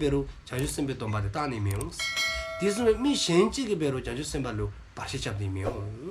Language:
Dzongkha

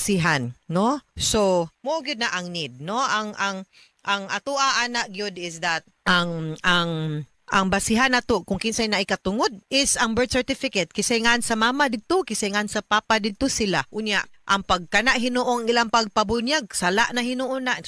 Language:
Cebuano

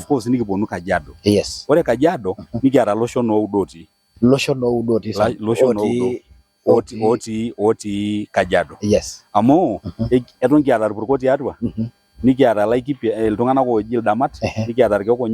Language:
Masai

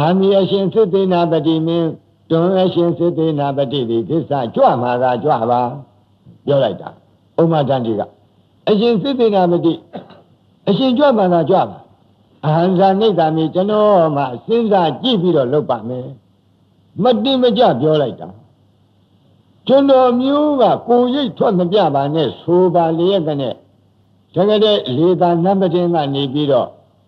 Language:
Burmese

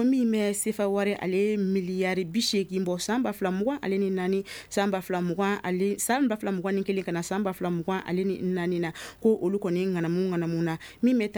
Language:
Bambara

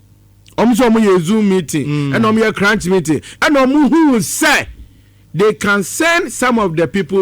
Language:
Akan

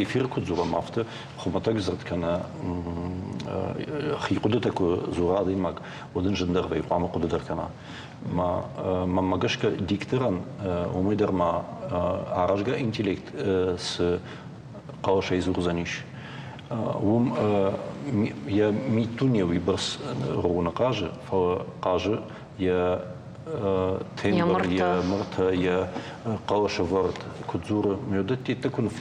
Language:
Ossetic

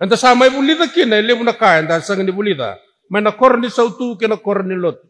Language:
Fijian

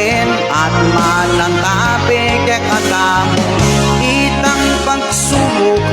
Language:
Pampanga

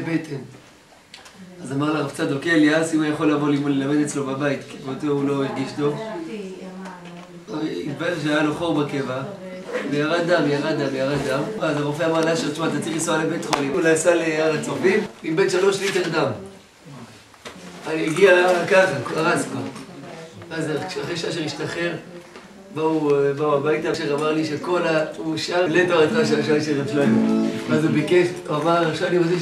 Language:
Hebrew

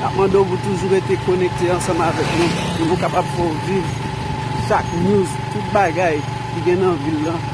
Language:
Haitian Creole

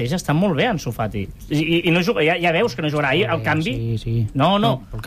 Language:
Catalan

